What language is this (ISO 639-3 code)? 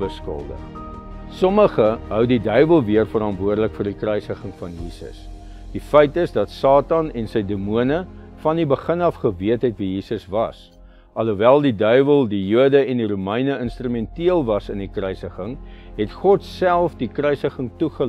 afr